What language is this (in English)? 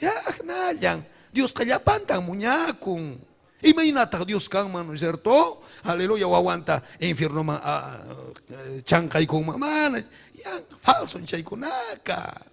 Ayacucho Quechua